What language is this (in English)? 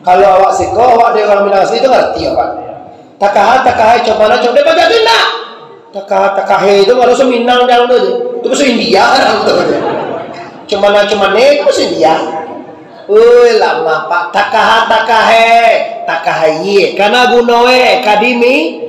Minangkabau